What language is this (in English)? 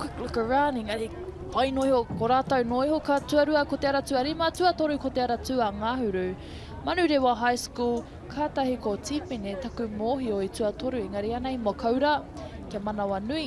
Māori